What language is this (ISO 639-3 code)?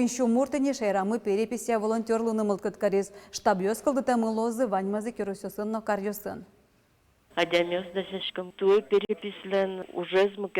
udm